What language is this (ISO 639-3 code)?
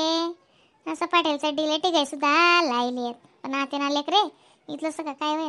khn